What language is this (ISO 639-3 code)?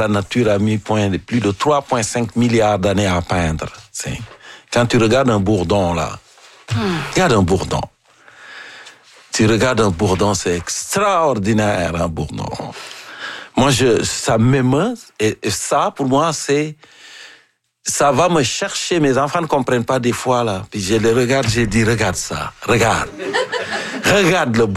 fra